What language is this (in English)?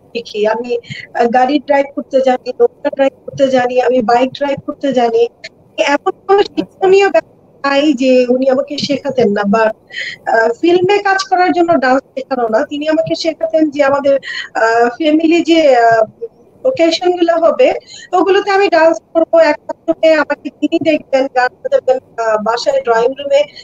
Bangla